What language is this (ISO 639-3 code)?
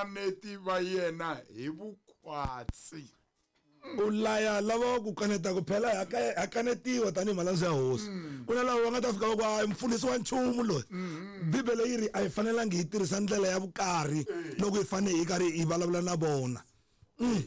tso